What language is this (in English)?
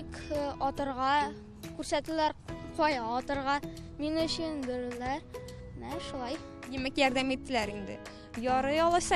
Tatar